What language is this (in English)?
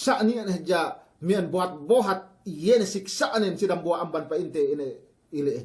Yakan